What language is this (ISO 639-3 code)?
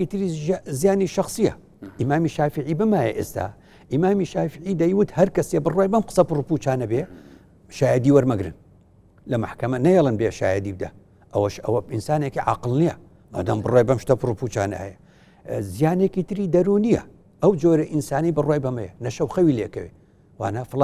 ckb